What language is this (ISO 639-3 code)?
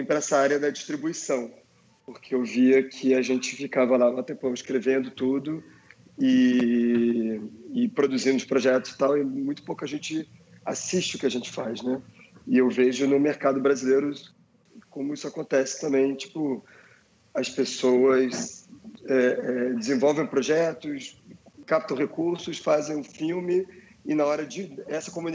por